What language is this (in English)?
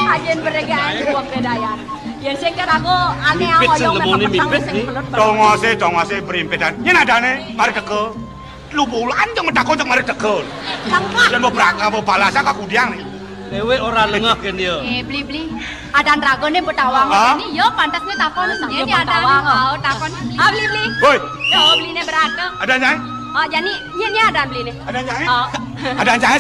Balinese